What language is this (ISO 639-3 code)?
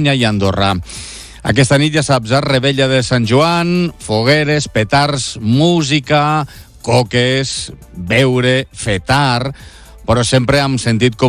cat